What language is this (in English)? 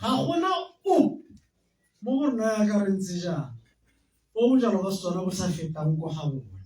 Tswana